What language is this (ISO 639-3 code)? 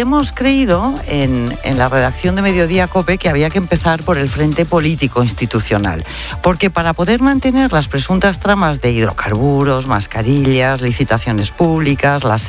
spa